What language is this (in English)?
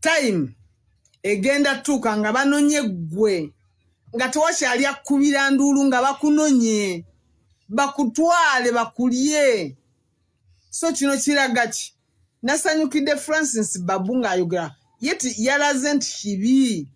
Ganda